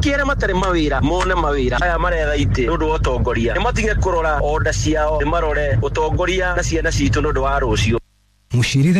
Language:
Kikuyu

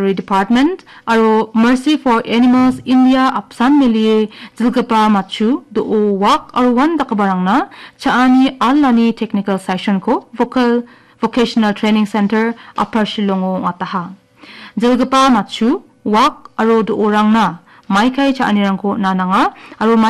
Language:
Garo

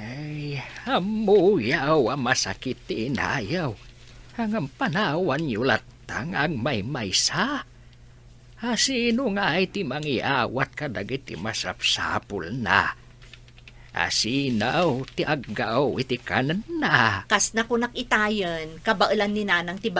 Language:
Iloko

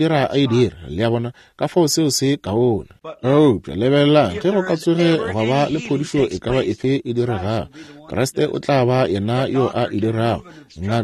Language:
Northern Sotho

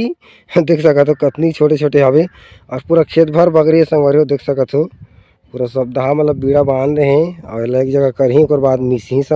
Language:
Chhattisgarhi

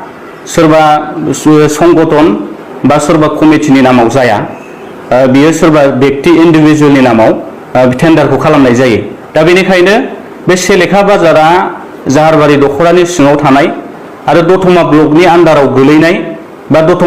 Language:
Bodo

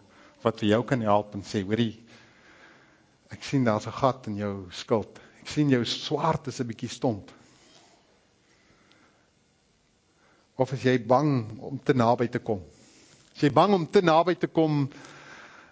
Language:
Afrikaans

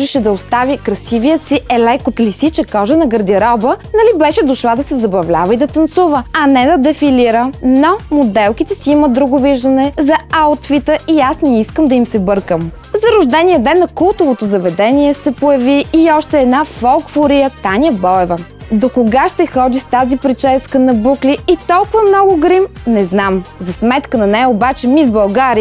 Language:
Bulgarian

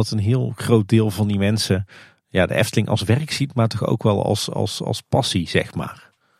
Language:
Dutch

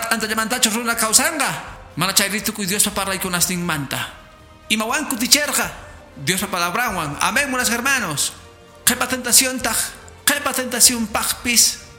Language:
Quechua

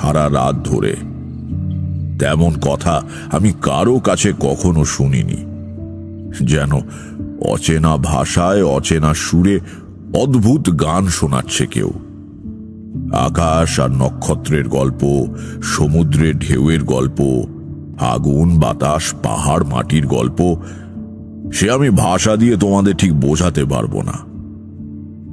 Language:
Bangla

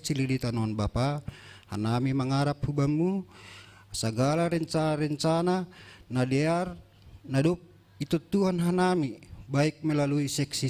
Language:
Batak Simalungun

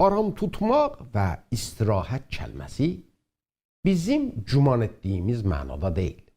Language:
South Azerbaijani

